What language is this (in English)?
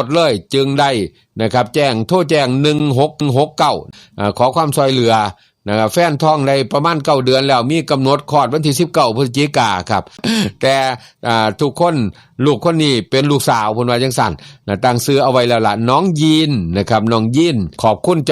Northeastern Thai